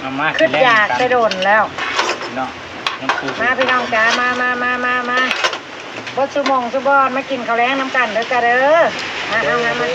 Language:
Northeastern Thai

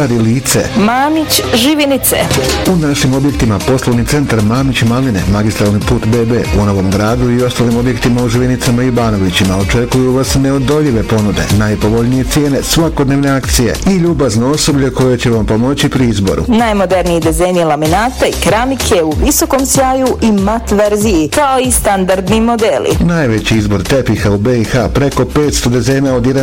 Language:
Bosnian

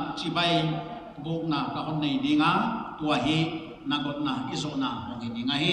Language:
Paite Chin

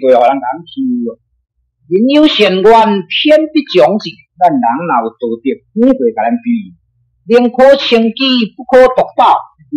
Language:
Min Nan Chinese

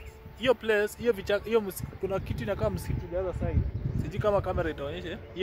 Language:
Swahili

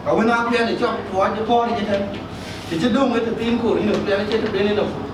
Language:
Dinka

